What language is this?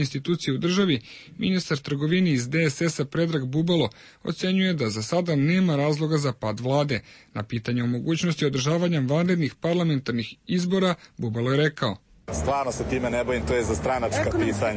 Serbian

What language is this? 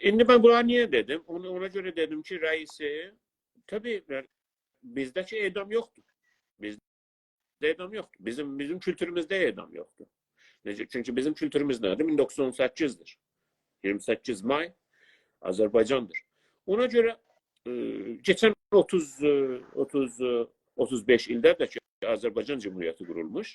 South Azerbaijani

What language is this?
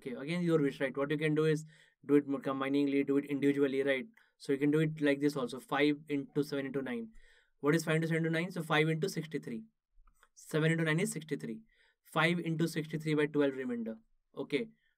English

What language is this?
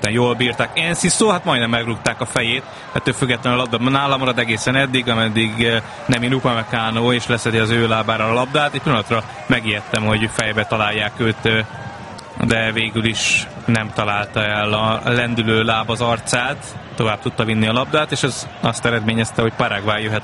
Hungarian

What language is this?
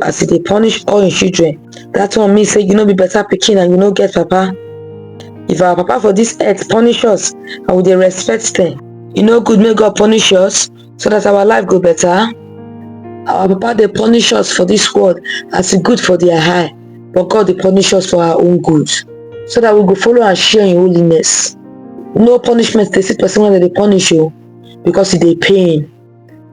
Nigerian Pidgin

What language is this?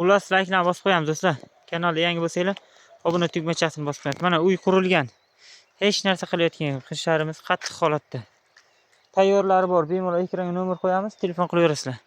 Uzbek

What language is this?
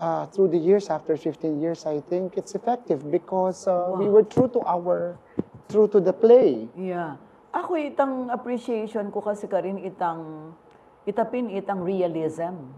Pampanga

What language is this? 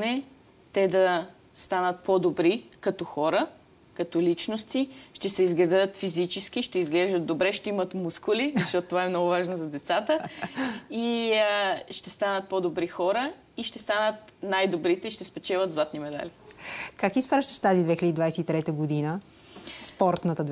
Bulgarian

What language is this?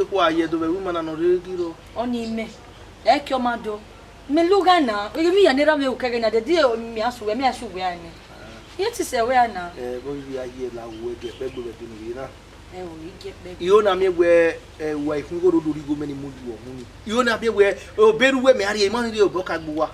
Bini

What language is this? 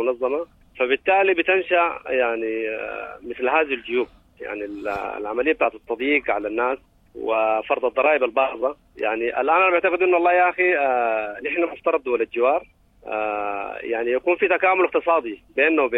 Sudanese Arabic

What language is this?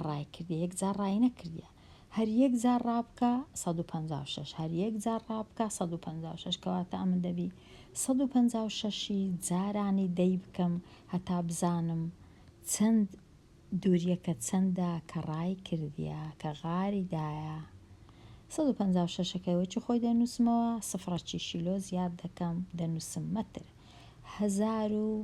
Central Kurdish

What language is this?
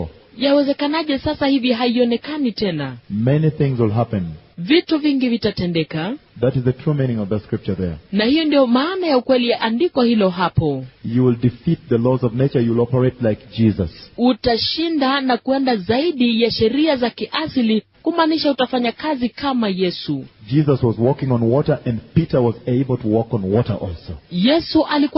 Swahili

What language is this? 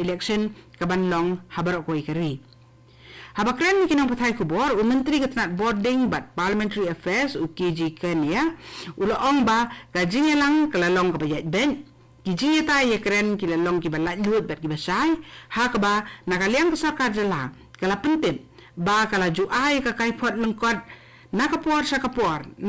Khasi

